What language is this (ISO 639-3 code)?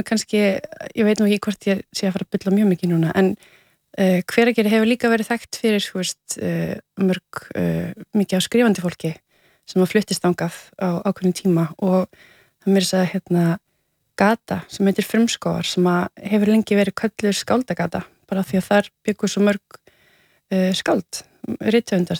isl